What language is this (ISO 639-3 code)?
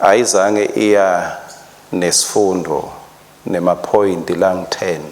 ssw